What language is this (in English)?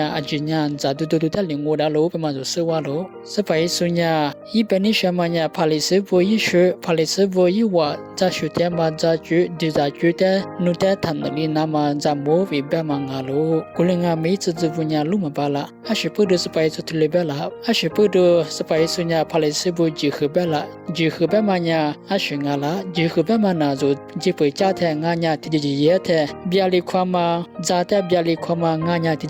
Lisu